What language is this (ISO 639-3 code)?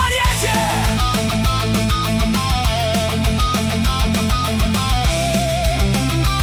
rus